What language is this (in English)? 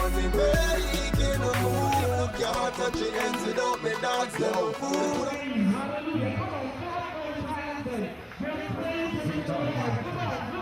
Jamaican Creole English